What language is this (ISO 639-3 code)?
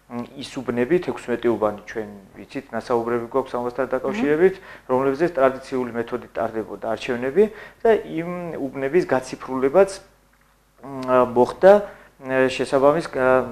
kat